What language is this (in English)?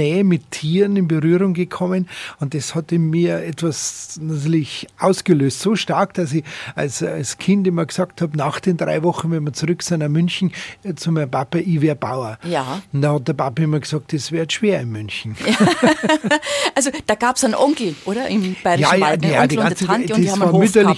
German